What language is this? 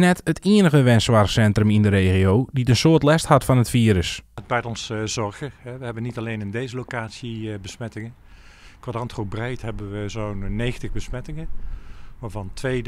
Western Frisian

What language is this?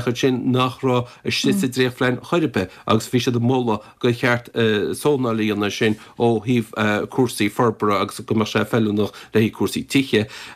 Irish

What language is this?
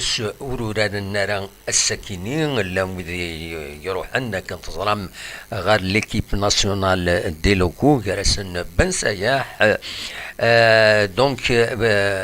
Kabyle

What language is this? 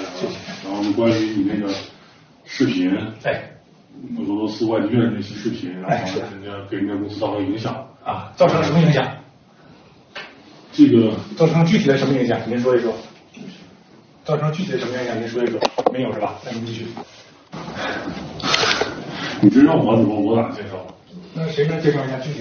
Chinese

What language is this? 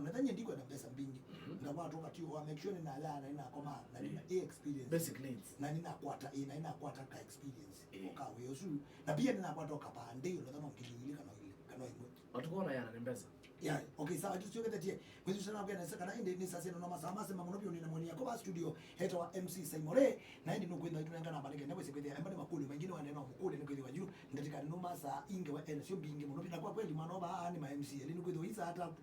Kamba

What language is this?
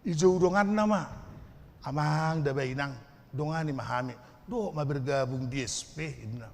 Batak Toba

